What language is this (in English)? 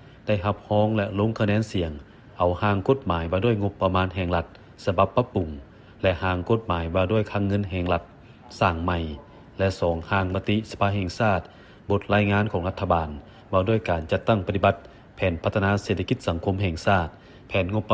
Lao